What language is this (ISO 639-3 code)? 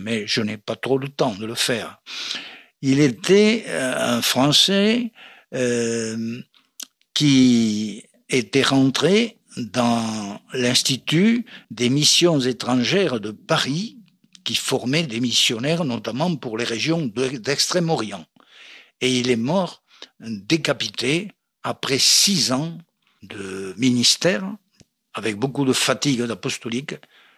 fra